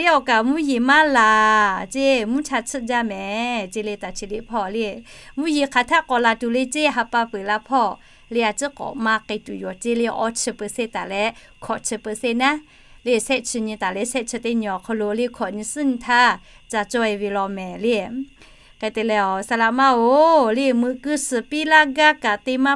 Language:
Lahu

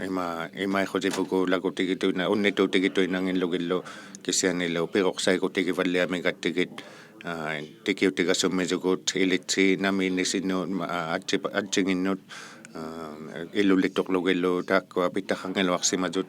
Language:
Inuktitut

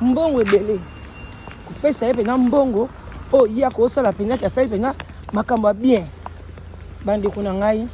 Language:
Lingala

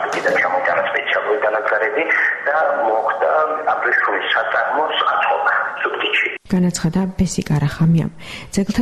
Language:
Georgian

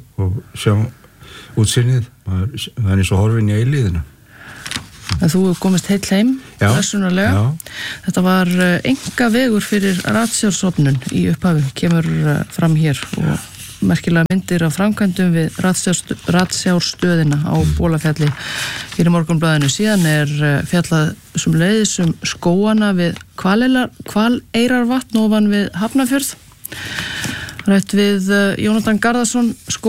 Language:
Icelandic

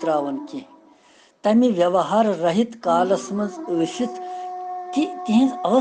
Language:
Kashmiri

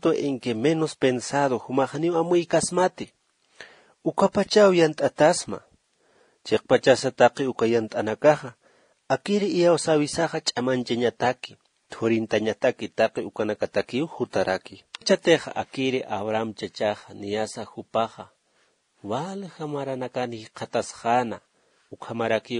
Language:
Aymara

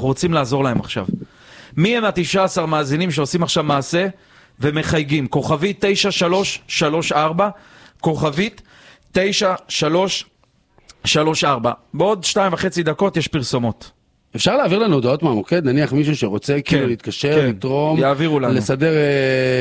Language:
Hebrew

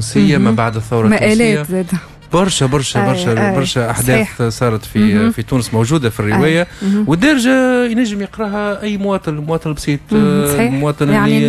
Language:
Tunisian Arabic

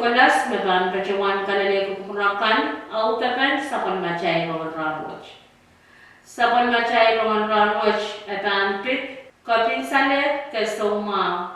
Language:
Pohnpeian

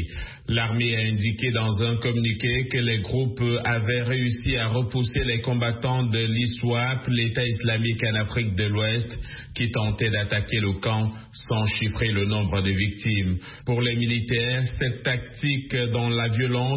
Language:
French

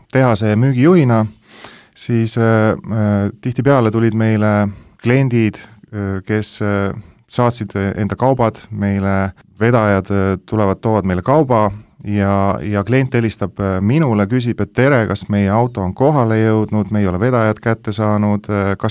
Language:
Estonian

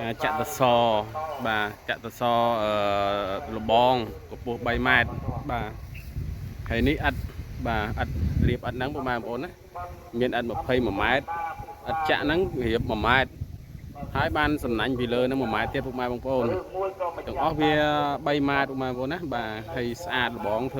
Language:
Khmer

